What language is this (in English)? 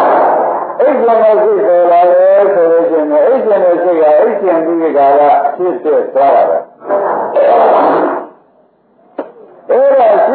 Burmese